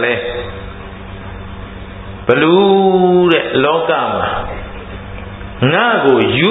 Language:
Burmese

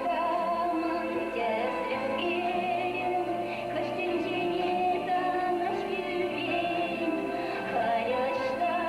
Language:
Chuvash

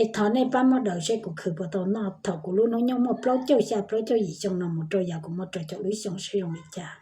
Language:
Hmong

